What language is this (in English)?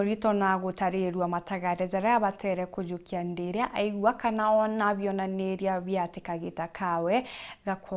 Meru